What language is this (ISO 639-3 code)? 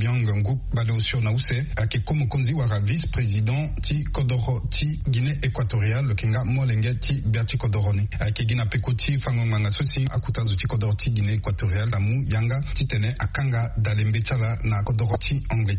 sag